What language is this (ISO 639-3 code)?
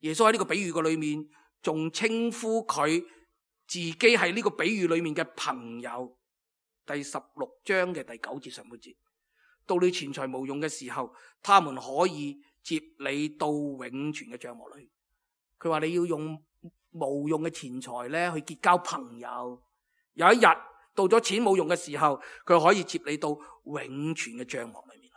yue